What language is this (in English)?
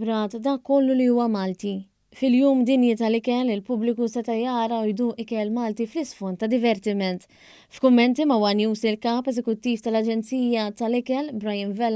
Maltese